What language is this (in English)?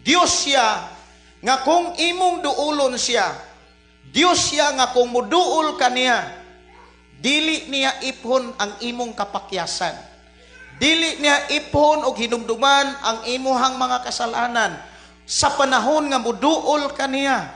Cebuano